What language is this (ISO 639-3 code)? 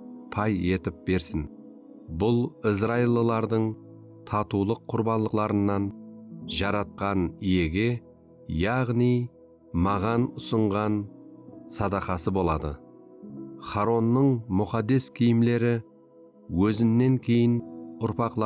kaa